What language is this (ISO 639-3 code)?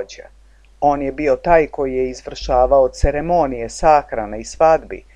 srp